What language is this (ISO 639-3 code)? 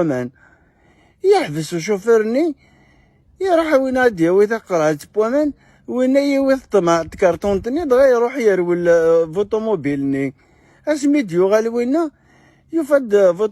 kab